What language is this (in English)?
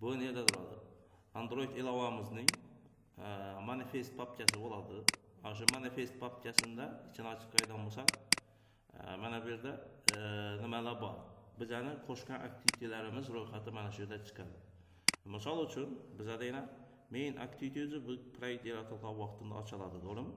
Uzbek